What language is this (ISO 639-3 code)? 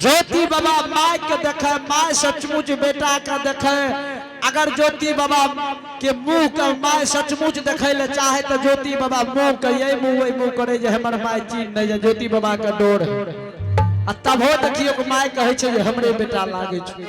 anp